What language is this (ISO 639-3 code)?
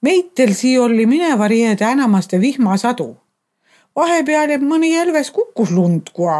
est